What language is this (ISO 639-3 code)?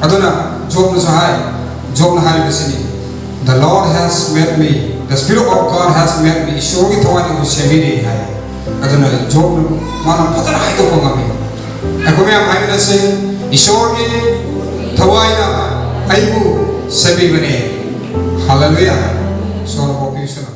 mni